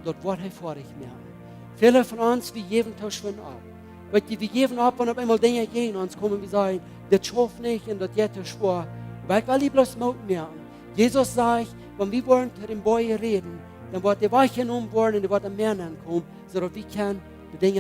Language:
Plautdietsch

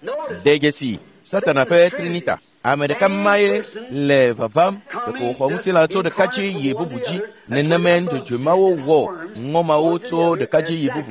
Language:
Ewe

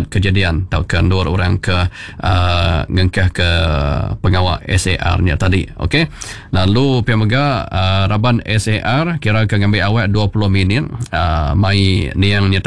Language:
Iban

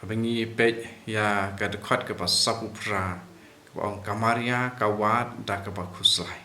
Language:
Khasi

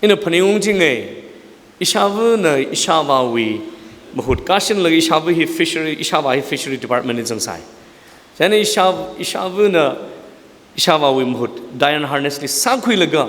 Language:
Tangkhul Naga (India)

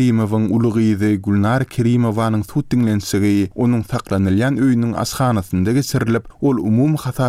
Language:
Turkmen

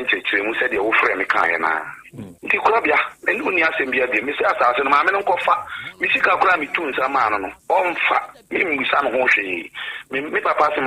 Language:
Akan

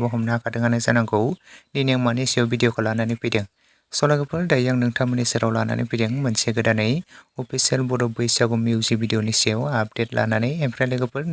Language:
Bodo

